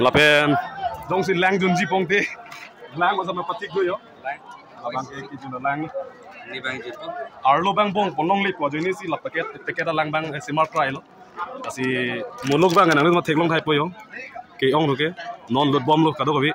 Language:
Karbi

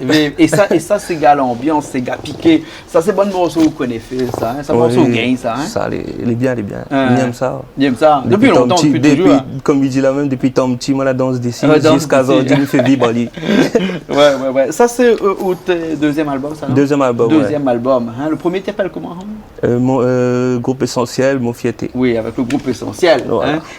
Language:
Réunion Creole French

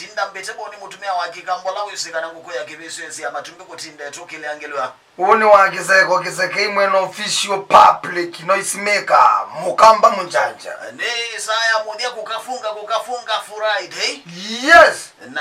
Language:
Kamba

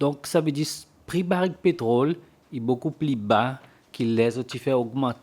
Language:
Seselwa Creole French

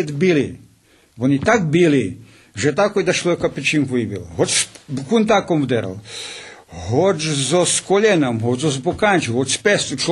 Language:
Rusyn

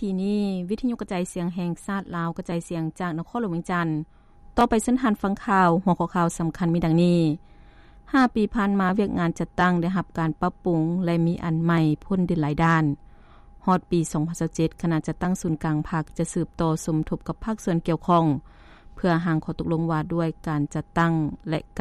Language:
Lao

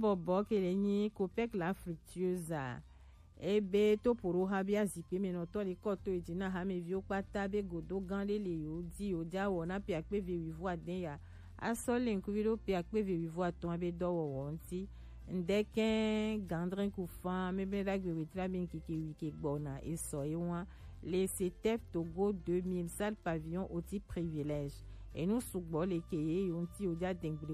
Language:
Gen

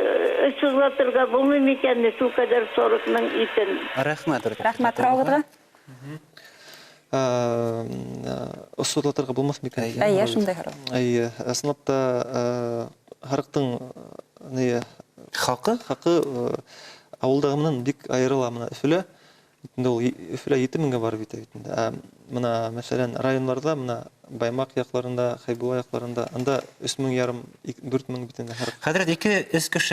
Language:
Bashkir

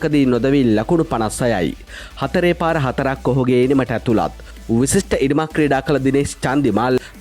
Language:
Sinhala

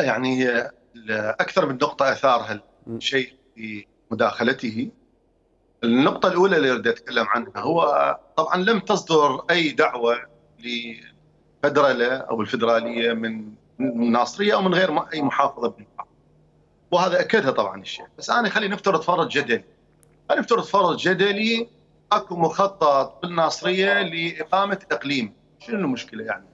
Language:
Mesopotamian Arabic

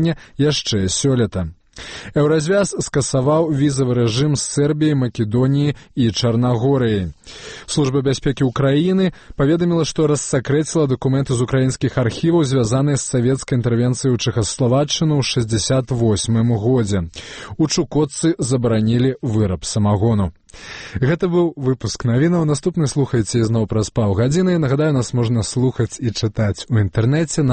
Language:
Belarusian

